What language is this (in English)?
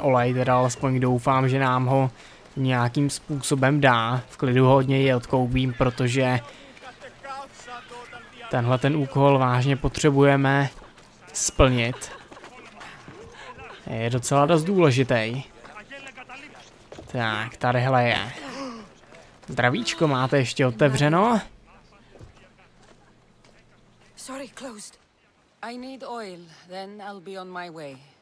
Czech